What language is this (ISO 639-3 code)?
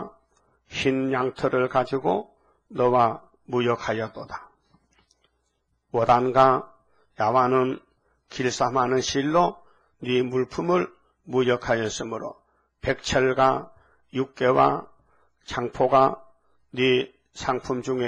kor